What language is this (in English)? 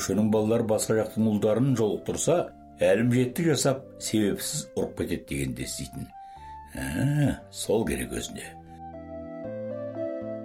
Kazakh